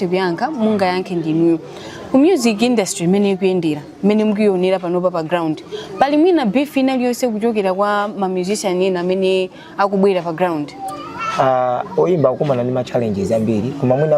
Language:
Nyanja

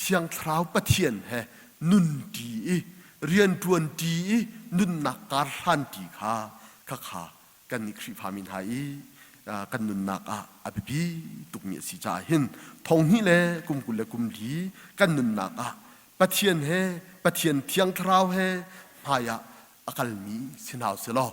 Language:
Hakha Chin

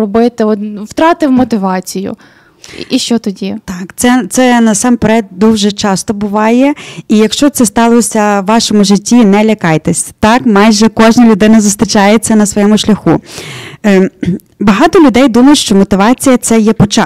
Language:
Ukrainian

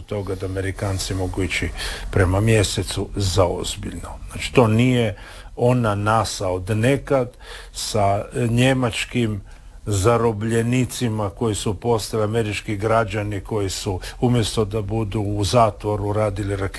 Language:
Croatian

